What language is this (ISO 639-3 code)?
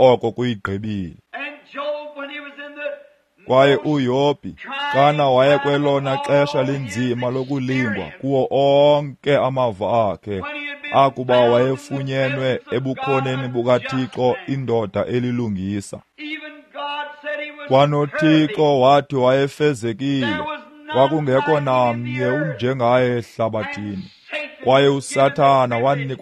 xho